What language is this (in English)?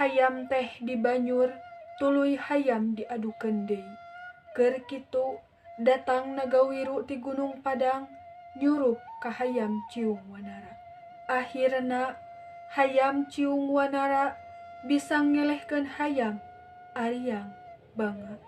Sundanese